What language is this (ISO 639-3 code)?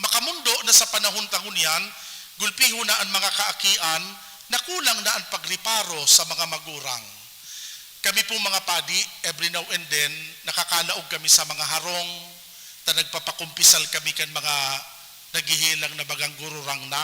bik